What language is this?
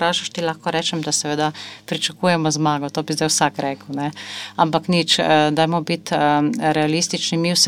Slovenian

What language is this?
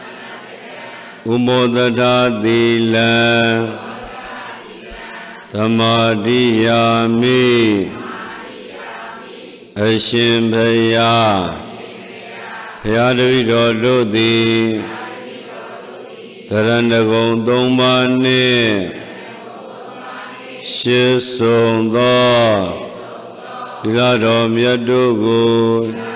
Burmese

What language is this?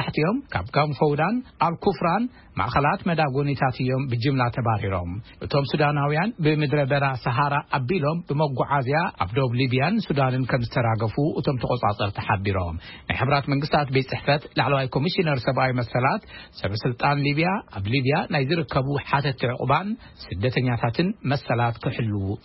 Tigrinya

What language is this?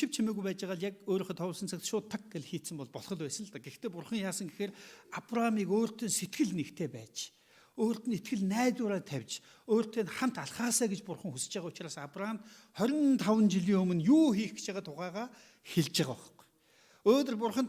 Mongolian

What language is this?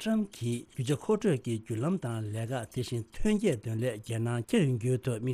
Tibetan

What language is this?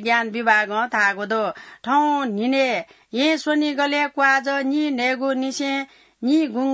Newari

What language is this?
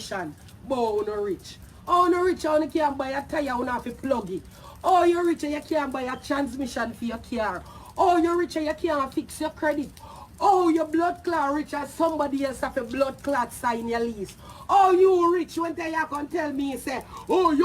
Jamaican Creole English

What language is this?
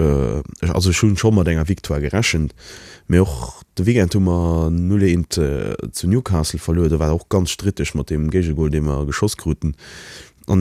Luxembourgish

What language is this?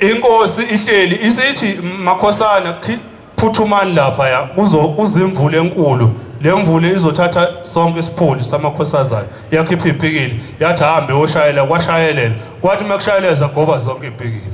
Zulu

